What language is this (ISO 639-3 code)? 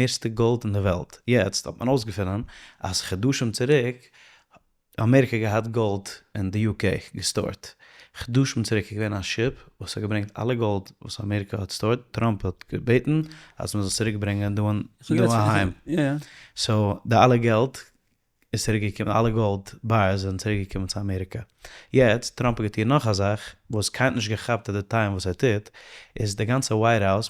yid